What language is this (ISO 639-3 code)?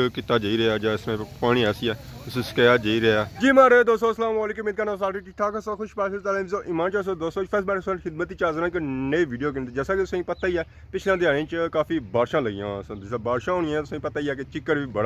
phr